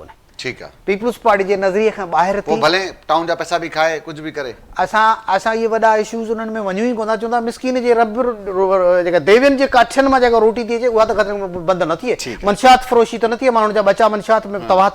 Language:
Sindhi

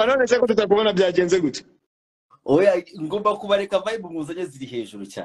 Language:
Kinyarwanda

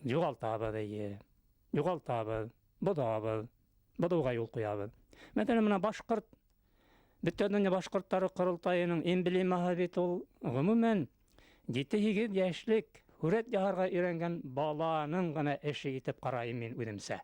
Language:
Bashkir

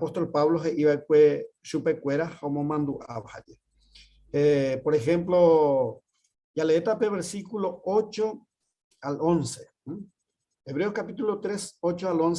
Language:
Guarani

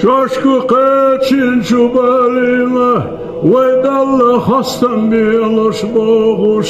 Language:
Ingush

